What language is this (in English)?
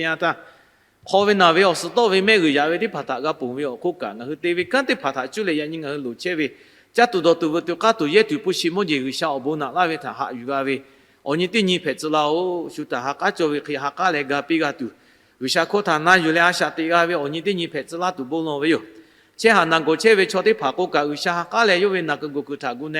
Lahu